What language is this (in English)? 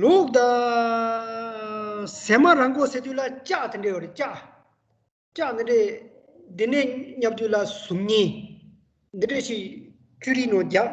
Tibetan